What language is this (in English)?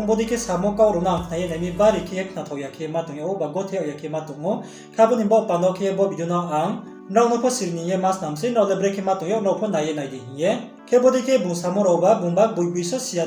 Riang (India)